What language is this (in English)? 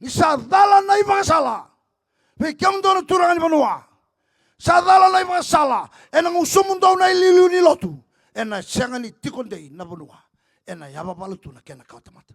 Fijian